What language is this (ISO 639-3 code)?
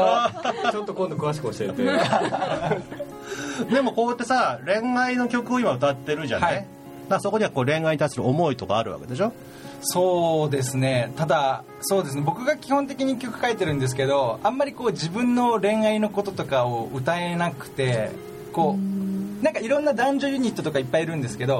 jpn